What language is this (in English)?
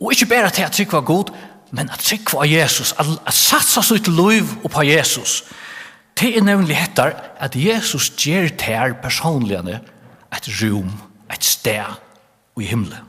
Faroese